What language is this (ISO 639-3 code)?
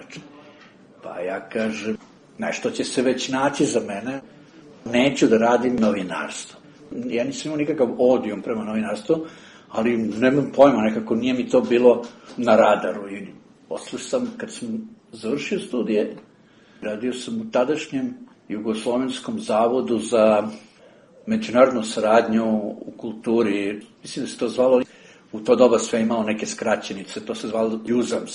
srp